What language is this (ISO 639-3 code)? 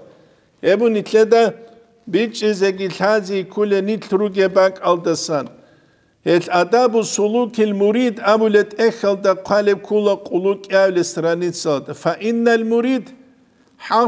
ava